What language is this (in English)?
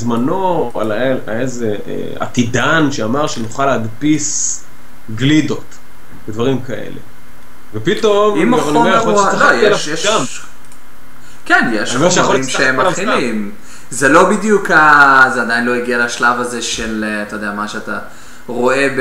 Hebrew